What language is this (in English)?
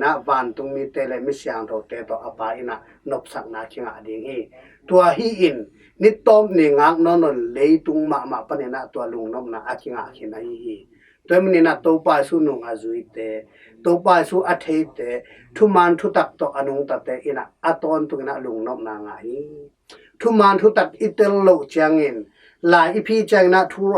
Tedim Chin